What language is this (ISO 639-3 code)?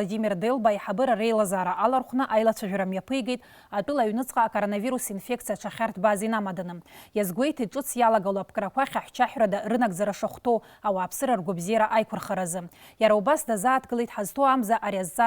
abk